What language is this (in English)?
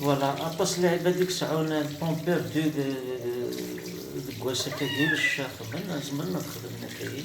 Kabyle